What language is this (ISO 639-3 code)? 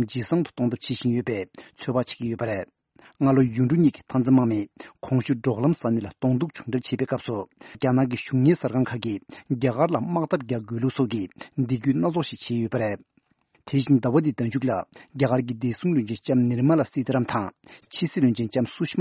bod